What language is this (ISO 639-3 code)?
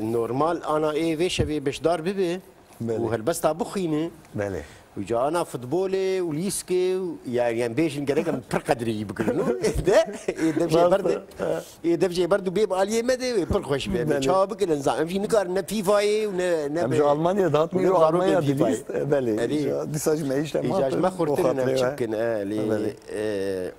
kur